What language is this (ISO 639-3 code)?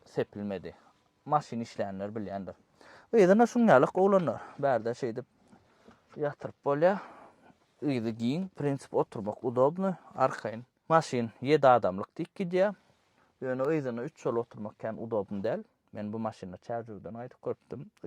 tuk